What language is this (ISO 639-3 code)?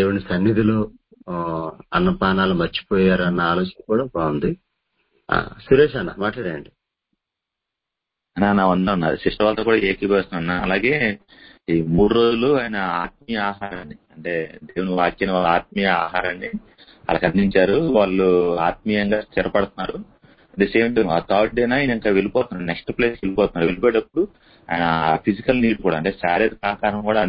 tel